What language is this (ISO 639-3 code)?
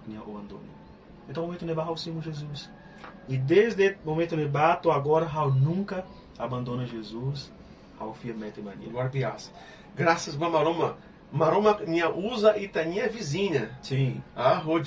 tet